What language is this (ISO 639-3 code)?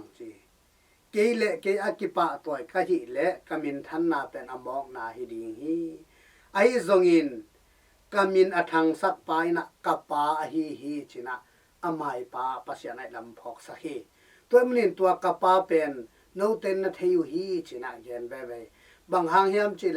ctd